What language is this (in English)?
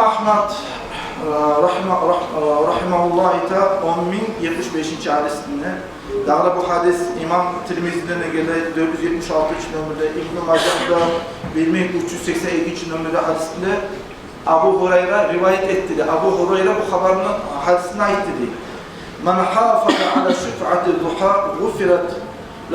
Kumyk